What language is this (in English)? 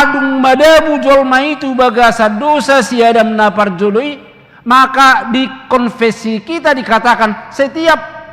Batak Toba